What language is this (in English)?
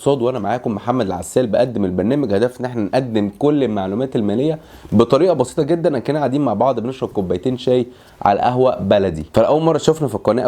Egyptian Arabic